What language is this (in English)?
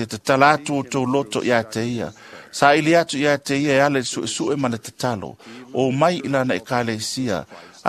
Samoan